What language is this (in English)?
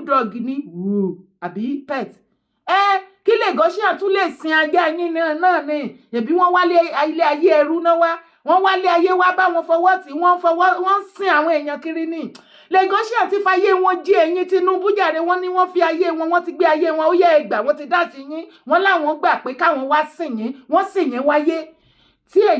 Yoruba